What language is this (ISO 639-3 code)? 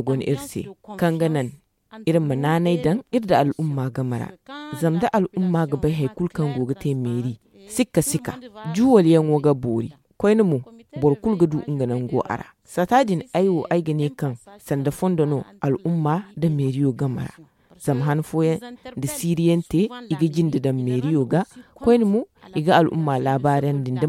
dje